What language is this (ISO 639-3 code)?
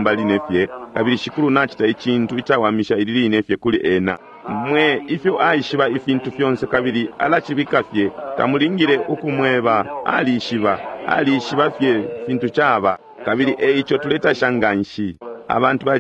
bem